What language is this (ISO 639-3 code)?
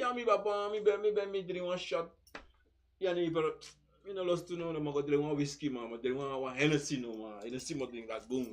srn